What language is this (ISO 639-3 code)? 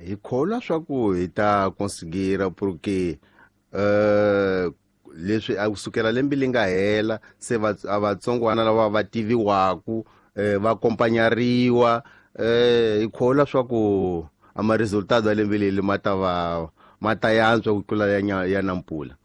tso